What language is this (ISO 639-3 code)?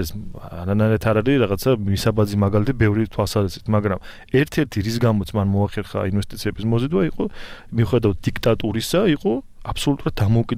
kat